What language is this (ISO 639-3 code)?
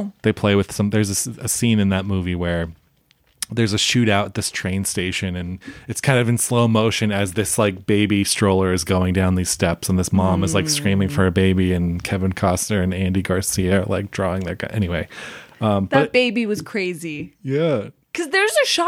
eng